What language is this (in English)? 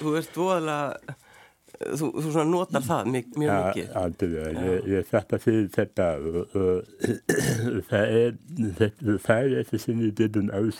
Icelandic